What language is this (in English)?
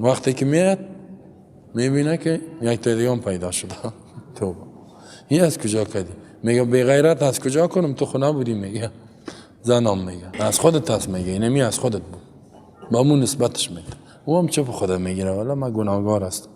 Persian